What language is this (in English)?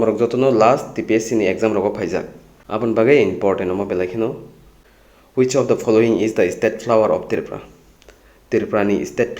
Kok Borok